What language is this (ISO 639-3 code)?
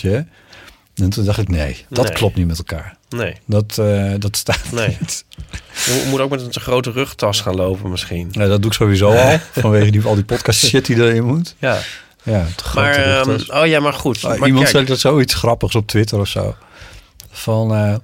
nld